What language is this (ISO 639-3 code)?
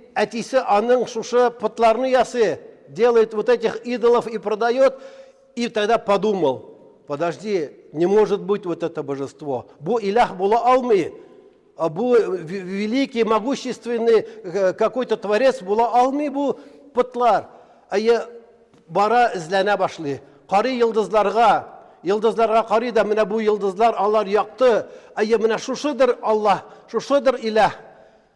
tat